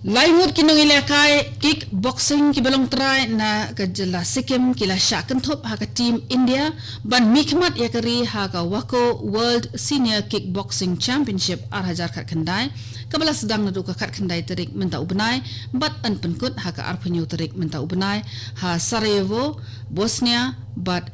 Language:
Khasi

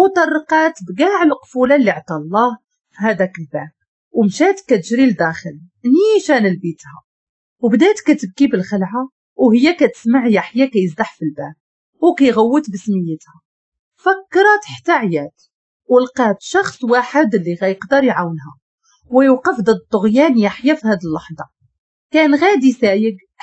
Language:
Moroccan Arabic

